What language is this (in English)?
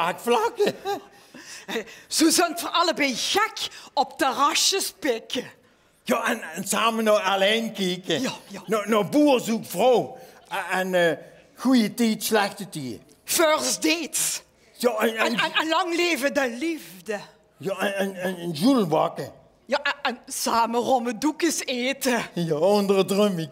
Limburgish